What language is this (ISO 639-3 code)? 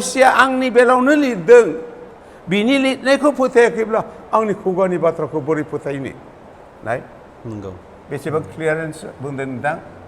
brx